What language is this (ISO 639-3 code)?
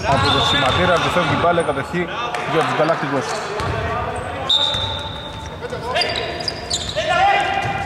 ell